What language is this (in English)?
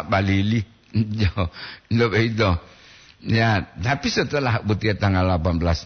Gorontalo